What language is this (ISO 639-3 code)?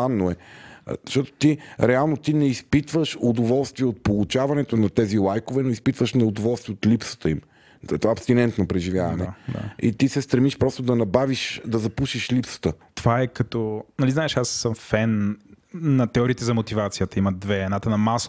bul